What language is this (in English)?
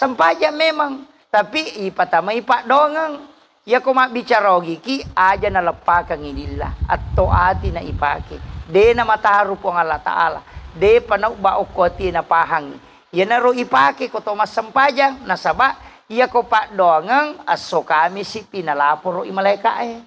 Buginese